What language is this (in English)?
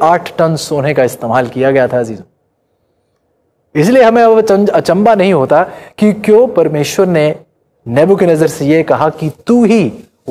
Hindi